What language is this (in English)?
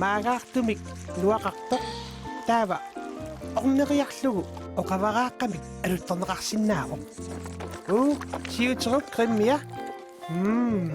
Kalaallisut